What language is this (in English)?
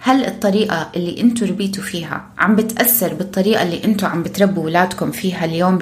North Levantine Arabic